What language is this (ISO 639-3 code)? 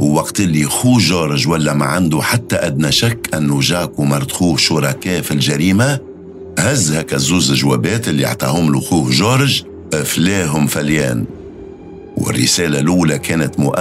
aeb